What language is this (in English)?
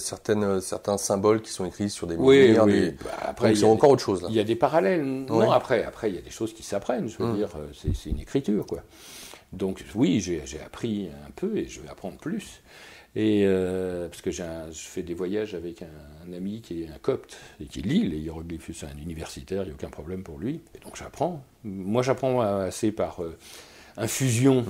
French